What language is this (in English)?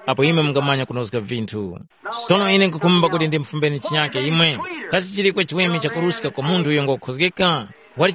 Tumbuka